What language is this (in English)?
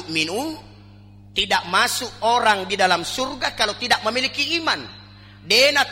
Buginese